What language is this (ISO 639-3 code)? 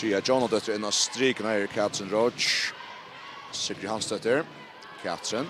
fao